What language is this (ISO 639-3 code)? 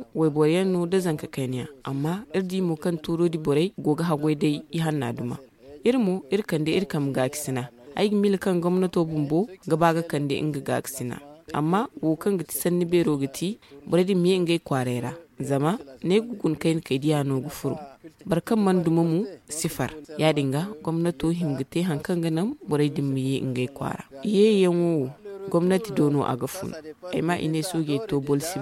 dje